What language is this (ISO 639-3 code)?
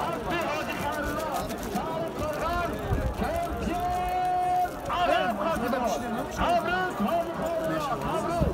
tgk